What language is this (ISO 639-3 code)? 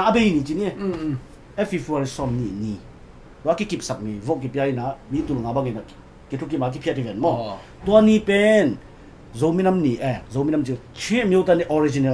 ctd